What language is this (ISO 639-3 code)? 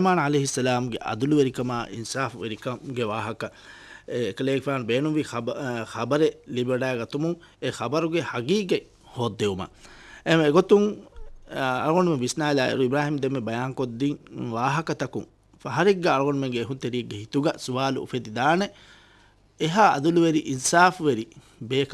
div